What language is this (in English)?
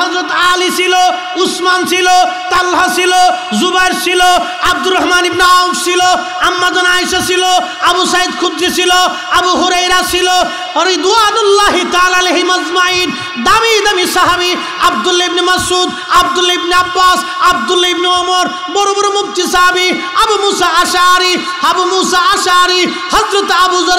Bangla